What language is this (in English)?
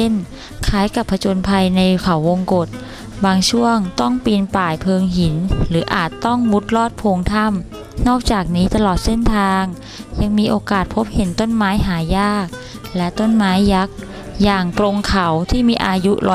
Thai